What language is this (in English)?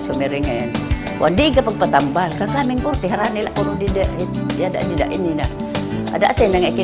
Waray